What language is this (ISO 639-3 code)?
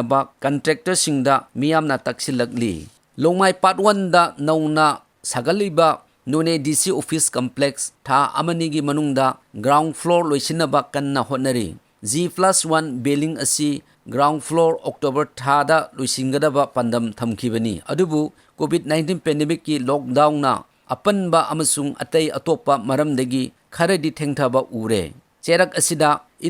mni